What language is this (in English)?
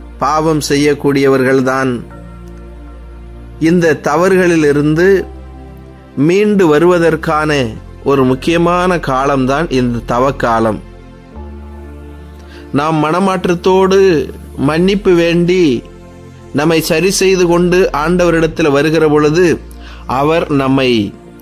Tamil